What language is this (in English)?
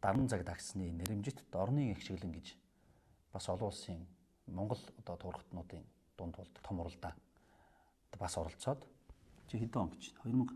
Mongolian